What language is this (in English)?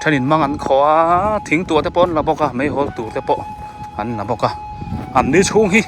Biete